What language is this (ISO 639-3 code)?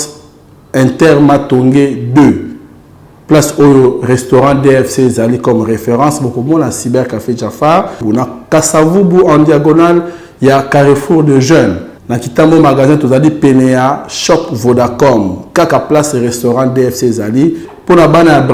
lin